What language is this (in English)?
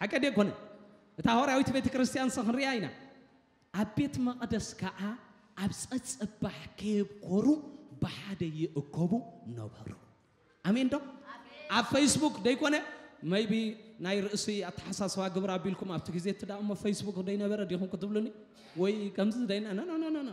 Tigrinya